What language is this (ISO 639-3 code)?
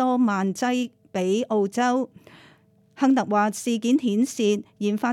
yue